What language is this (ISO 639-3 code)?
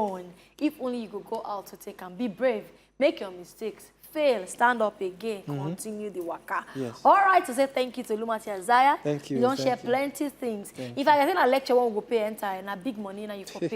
pcm